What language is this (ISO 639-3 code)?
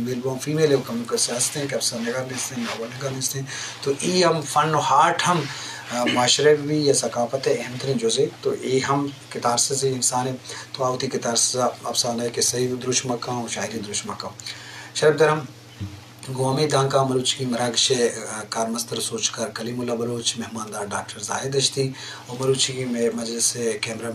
bgp